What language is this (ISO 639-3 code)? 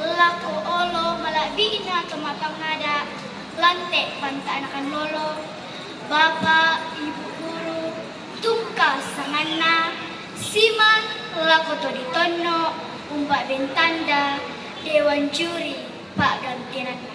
sda